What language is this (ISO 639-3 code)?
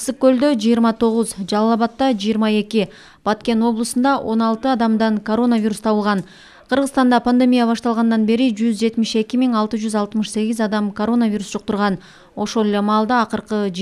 kir